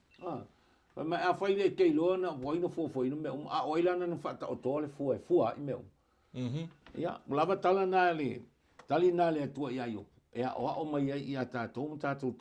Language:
Samoan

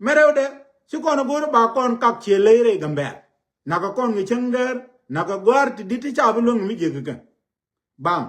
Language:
Nuer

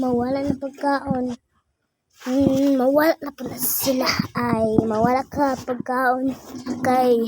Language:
Cebuano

